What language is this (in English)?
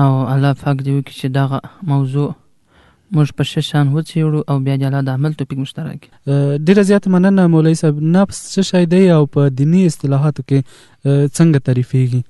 Pashto